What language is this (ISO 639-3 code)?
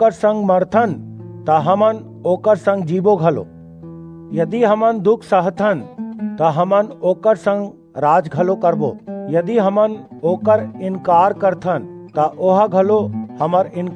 hne